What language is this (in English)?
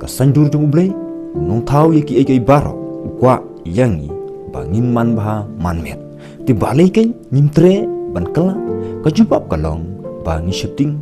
Khasi